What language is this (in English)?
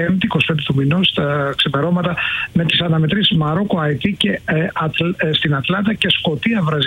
Greek